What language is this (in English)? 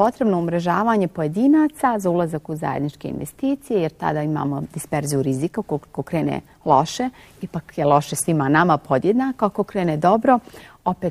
Bosnian